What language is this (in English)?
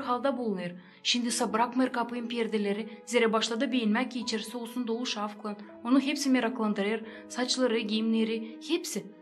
Gagauz